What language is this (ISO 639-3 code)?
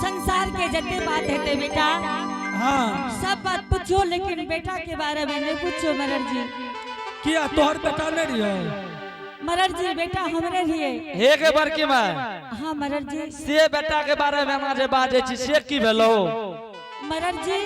anp